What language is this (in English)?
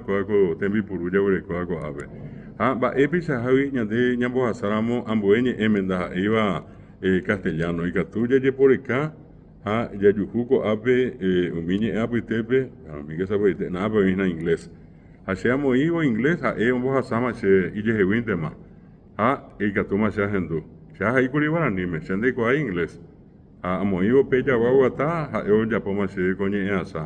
Guarani